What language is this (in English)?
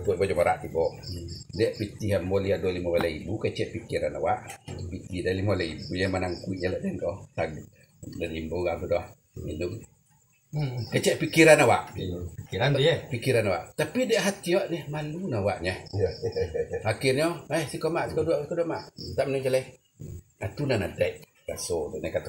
Minangkabau